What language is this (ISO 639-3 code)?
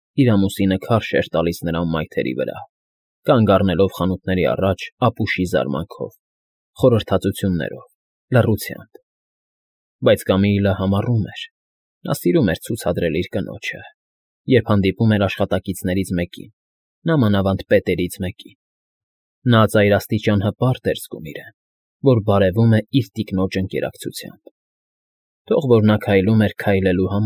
hye